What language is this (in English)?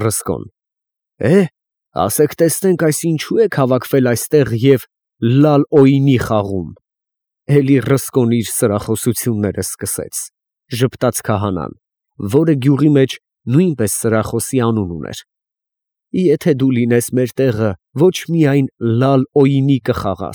Armenian